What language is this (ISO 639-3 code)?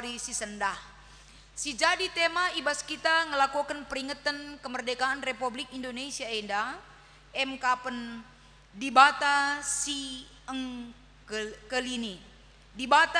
btx